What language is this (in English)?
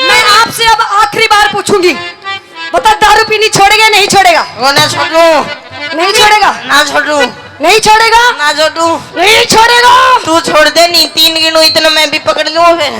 Haryanvi